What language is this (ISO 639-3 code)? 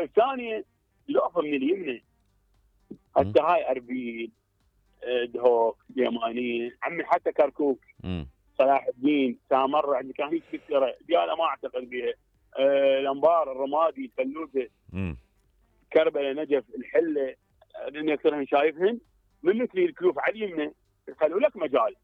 acm